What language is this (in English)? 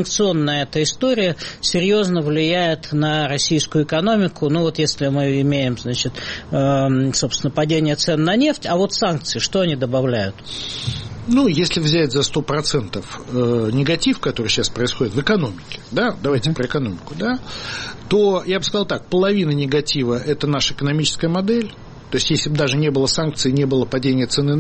Russian